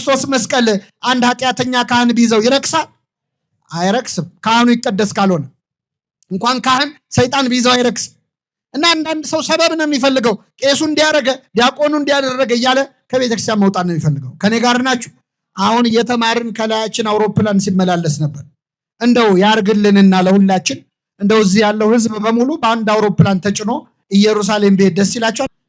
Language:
Amharic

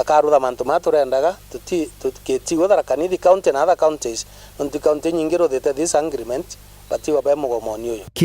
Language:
Meru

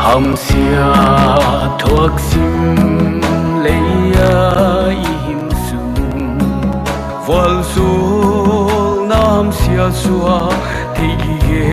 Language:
Paite Chin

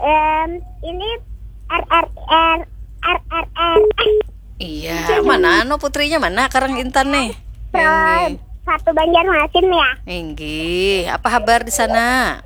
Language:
Banjar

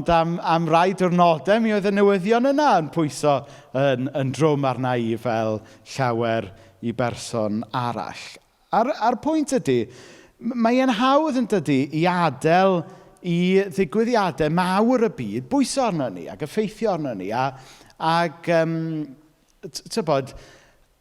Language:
Welsh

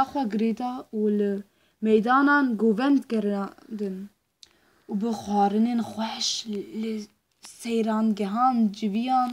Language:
Kurdish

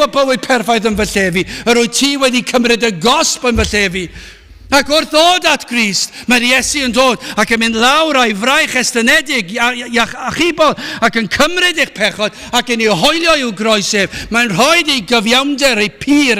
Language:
Welsh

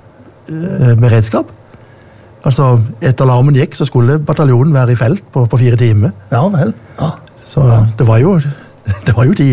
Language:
Norwegian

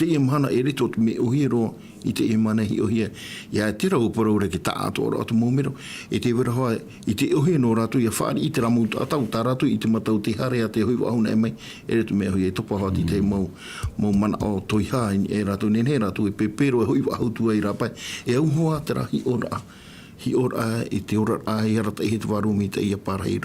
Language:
Tahitian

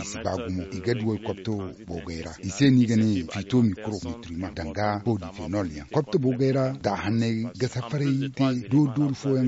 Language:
Zarma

